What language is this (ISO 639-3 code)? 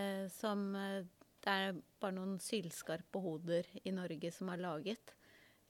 nor